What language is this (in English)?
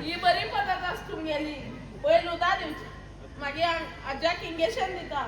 Konkani